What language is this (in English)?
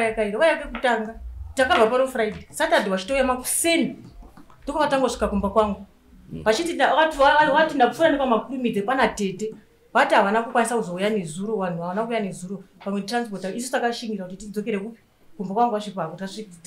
Shona